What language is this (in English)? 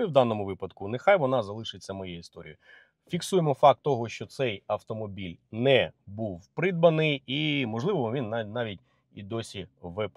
Ukrainian